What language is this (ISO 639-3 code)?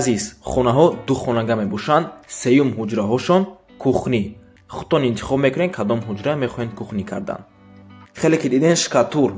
tgk